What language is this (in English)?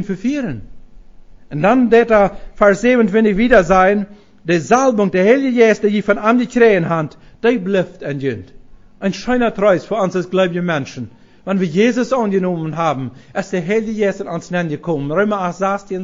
Plautdietsch